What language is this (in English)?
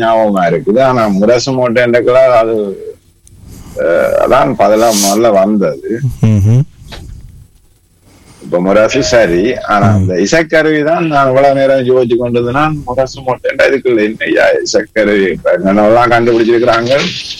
Tamil